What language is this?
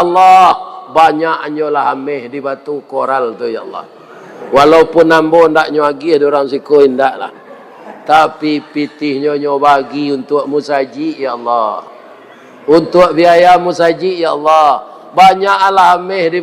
Minangkabau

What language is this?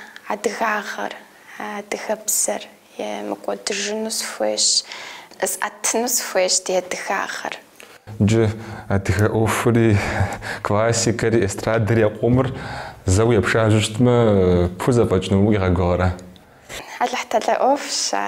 Kabardian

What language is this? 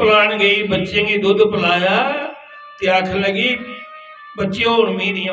Dogri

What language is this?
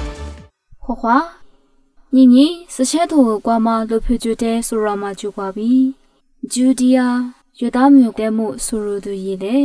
Lisu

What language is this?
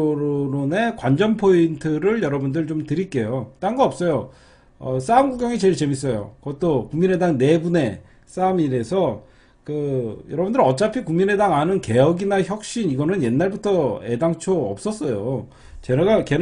Korean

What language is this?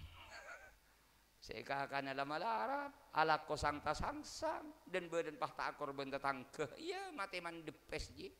Madurese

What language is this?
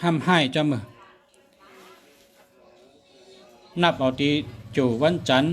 Shan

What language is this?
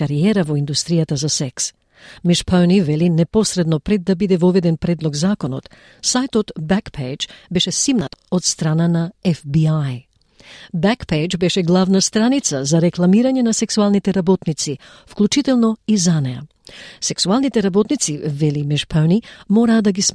Macedonian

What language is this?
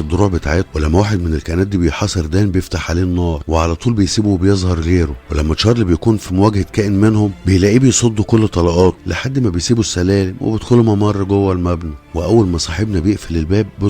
Egyptian Arabic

